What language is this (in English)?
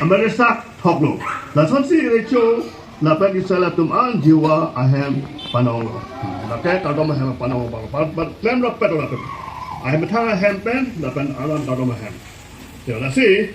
Karbi